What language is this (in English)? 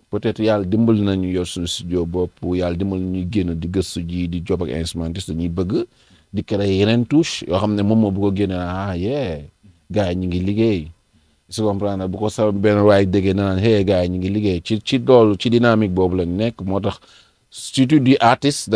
Wolof